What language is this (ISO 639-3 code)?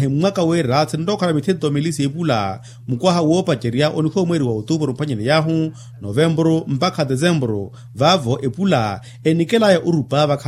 vmw